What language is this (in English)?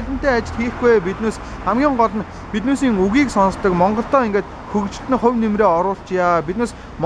Mongolian